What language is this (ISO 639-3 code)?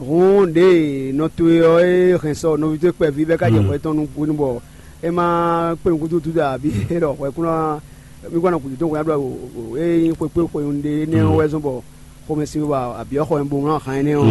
fon